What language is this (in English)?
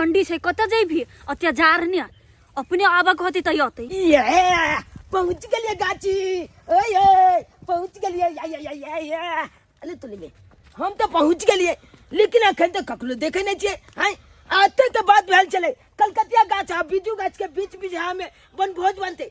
Maithili